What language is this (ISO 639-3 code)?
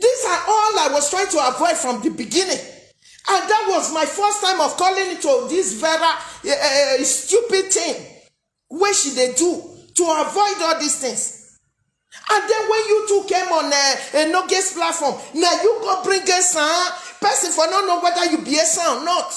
pcm